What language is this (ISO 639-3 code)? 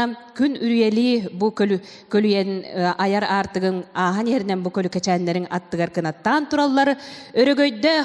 sah